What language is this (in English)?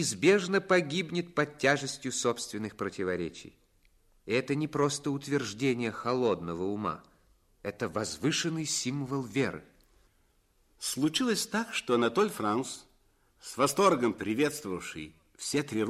Russian